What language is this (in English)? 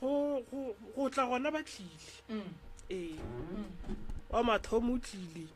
Northern Sotho